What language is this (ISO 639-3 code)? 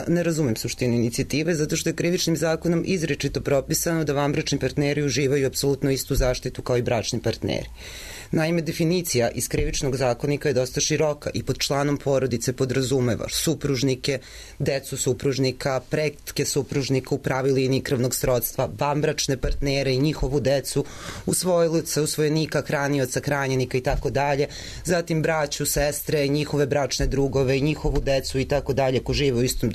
srp